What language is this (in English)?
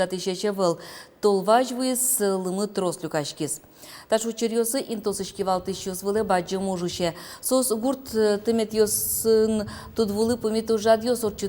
Udmurt